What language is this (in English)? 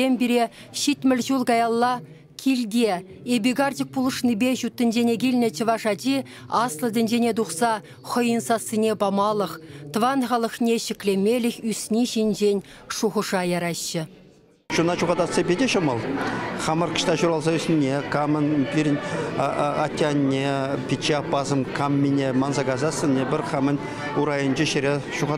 Chuvash